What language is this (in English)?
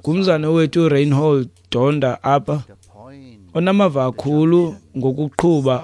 Xhosa